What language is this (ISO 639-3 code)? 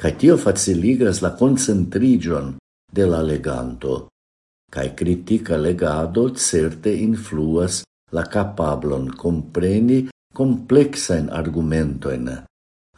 epo